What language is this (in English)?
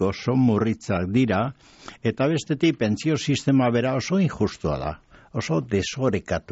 Basque